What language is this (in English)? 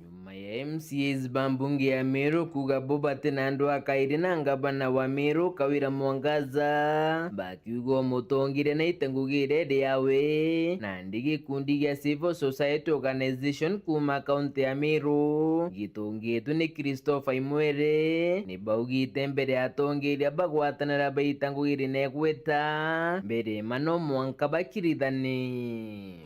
Meru